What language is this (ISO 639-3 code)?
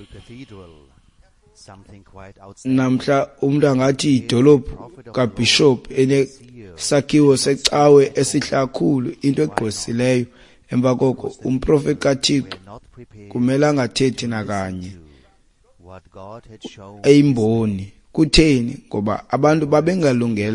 xho